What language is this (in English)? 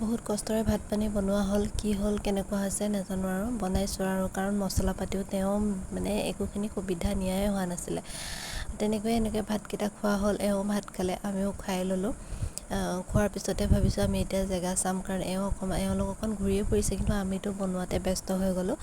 Assamese